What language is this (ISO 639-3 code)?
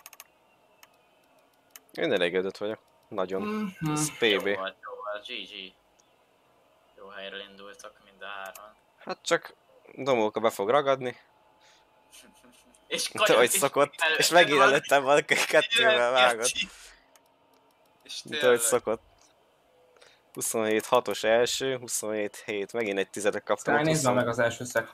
hun